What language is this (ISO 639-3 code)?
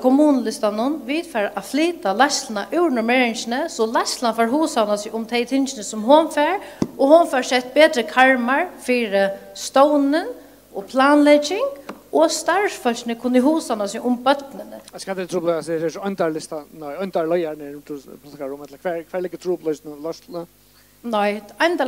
fao